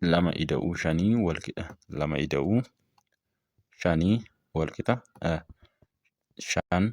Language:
Oromo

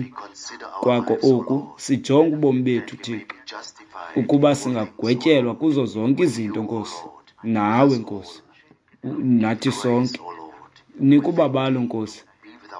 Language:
Xhosa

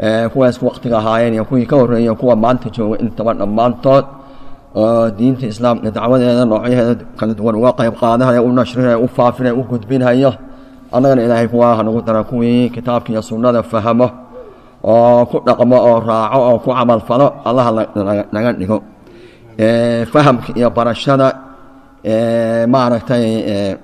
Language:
Somali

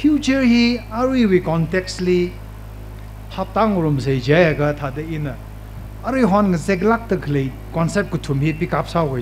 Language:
Tangkhul Naga (India)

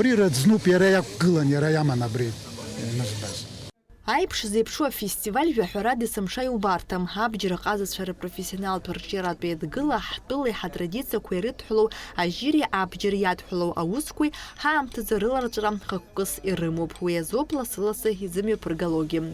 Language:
Abkhazian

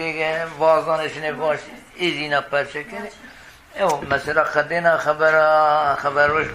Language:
Zaza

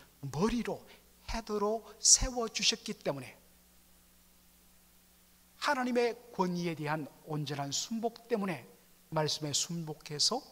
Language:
Korean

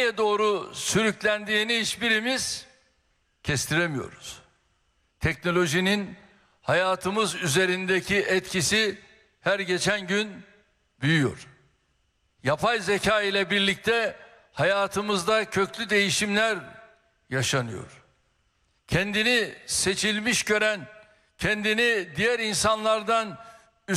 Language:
Turkish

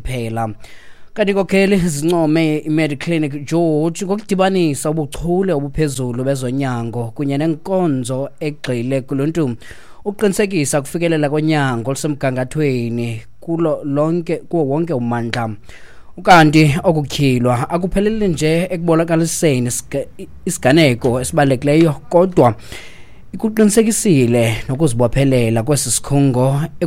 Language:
Xhosa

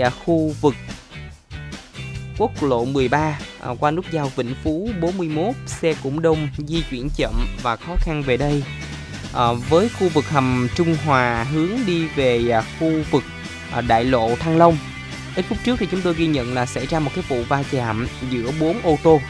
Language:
Vietnamese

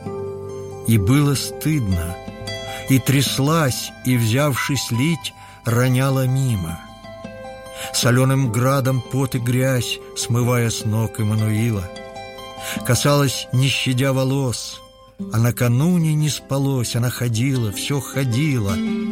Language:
Russian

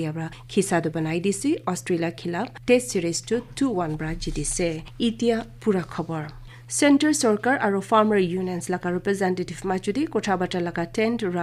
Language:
Naga Pidgin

